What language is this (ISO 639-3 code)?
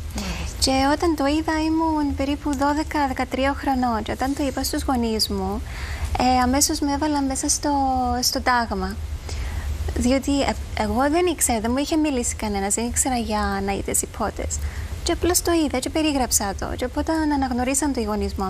ell